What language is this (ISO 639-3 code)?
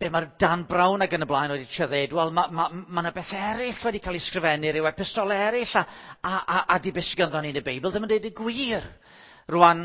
cym